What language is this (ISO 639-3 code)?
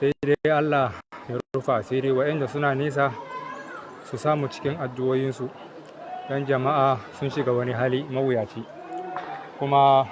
hau